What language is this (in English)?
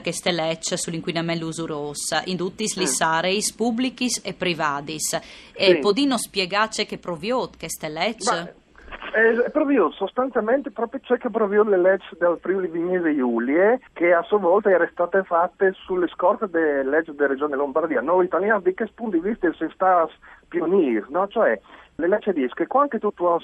Friulian